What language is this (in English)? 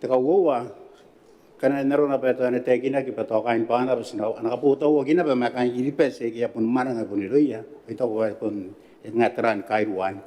Gilbertese